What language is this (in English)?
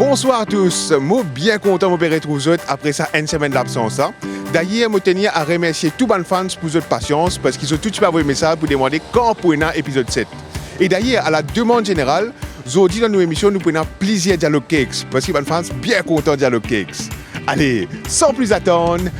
Morisyen